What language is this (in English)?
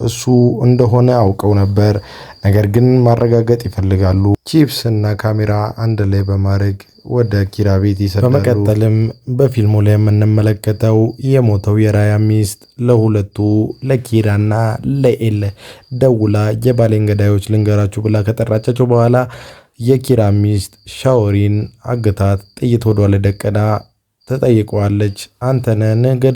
Amharic